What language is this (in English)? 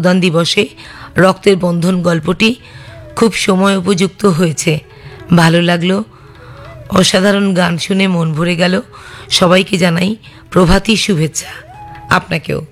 Bangla